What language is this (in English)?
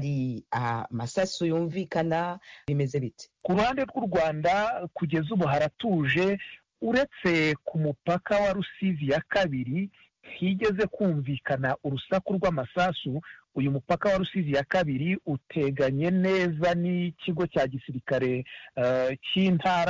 Kinyarwanda